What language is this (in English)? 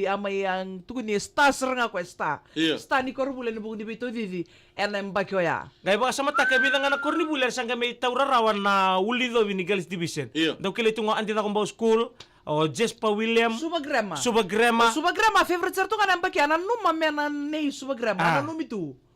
Fijian